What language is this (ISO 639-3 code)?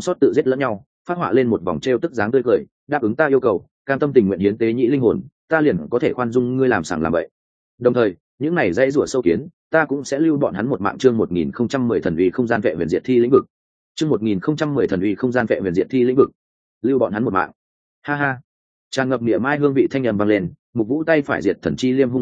vie